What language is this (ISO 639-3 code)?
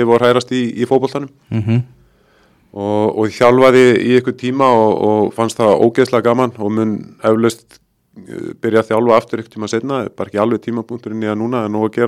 isl